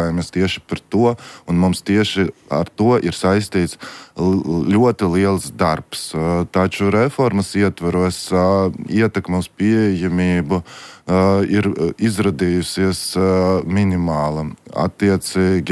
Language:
Latvian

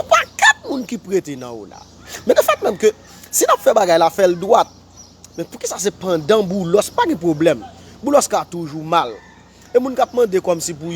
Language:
Haitian Creole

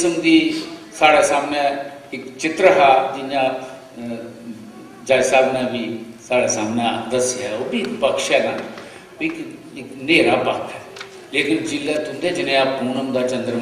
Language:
Dogri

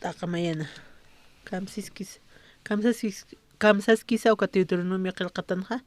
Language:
Aymara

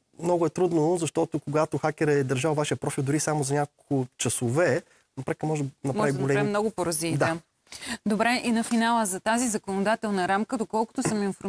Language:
Bulgarian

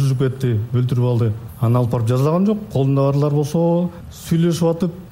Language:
Kyrgyz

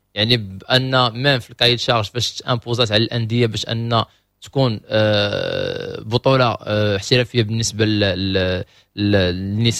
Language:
Moroccan Arabic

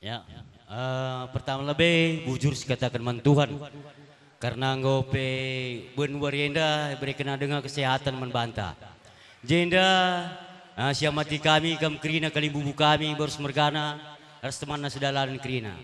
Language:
Batak Karo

